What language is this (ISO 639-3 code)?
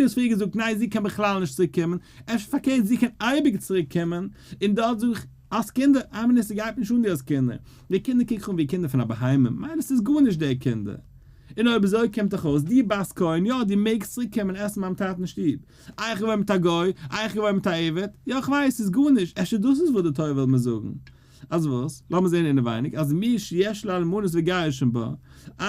yid